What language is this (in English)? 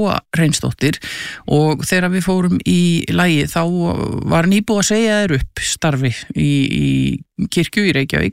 Icelandic